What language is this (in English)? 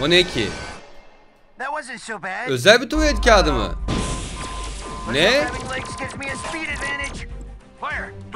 Turkish